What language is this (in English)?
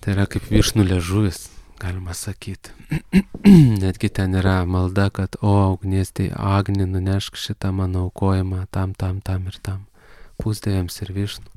Lithuanian